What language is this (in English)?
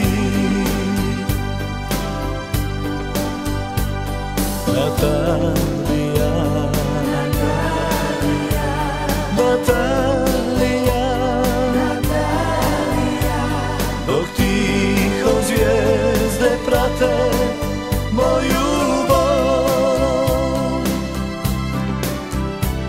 Croatian